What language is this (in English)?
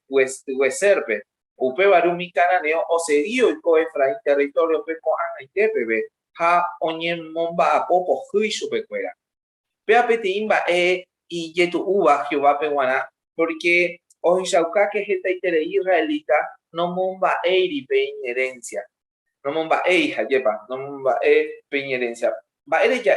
Guarani